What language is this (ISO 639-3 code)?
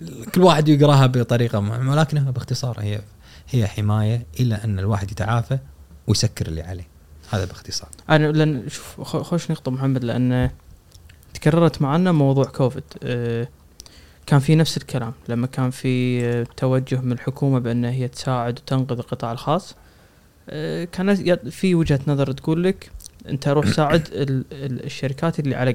afb